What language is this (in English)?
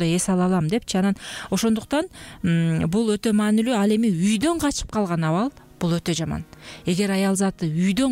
Kyrgyz